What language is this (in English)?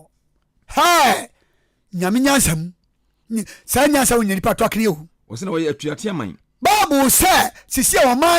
Akan